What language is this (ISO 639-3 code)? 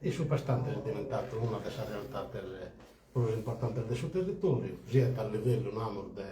srd